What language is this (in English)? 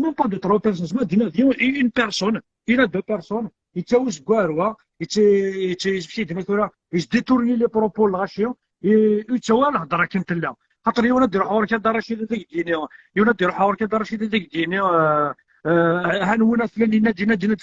Kabyle